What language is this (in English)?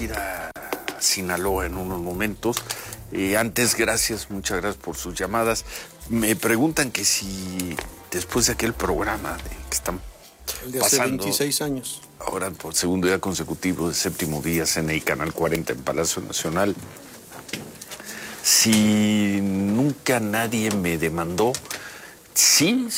Spanish